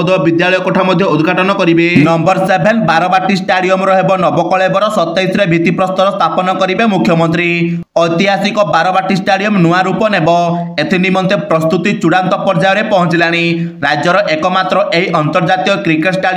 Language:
Odia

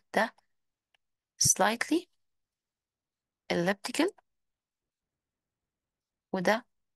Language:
Egyptian Arabic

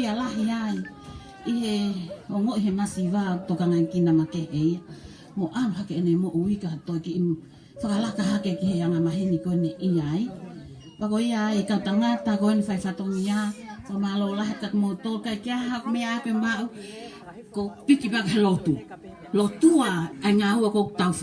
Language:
Tongan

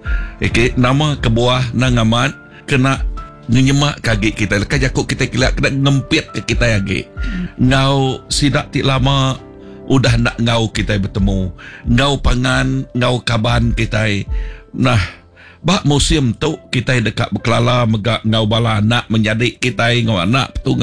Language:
Iban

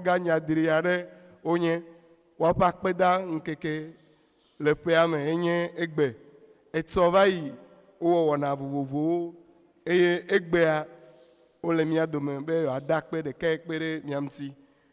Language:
Ewe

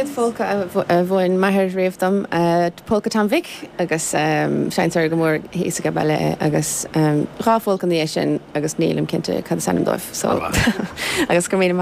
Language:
Irish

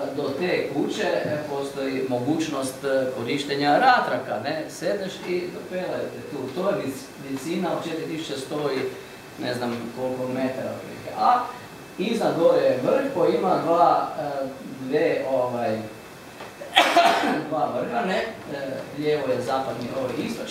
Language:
Croatian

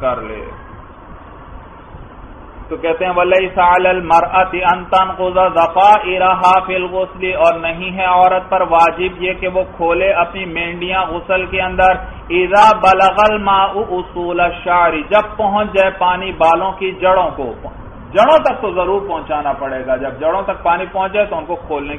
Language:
Urdu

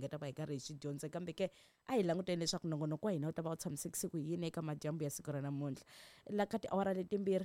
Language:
Tsonga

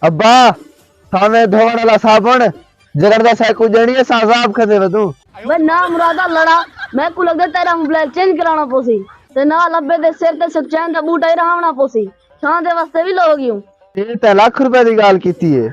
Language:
Saraiki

